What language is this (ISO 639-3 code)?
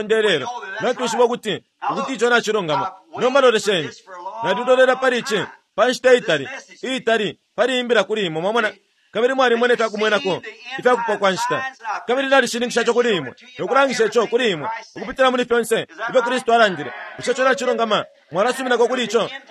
bem